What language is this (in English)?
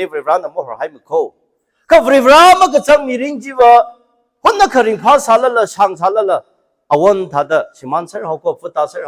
Tangkhul Naga (India)